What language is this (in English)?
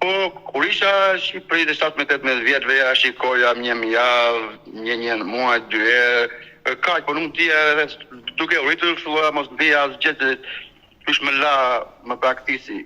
Albanian